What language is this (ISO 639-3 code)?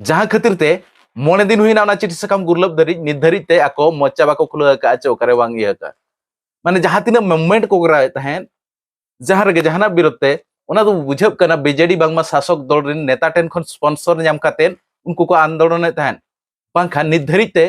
sat